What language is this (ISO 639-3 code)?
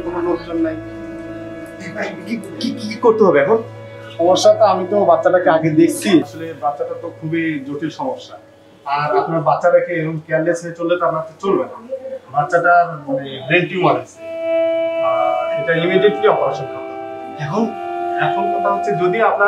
ben